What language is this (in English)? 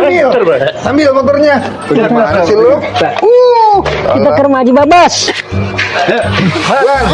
Betawi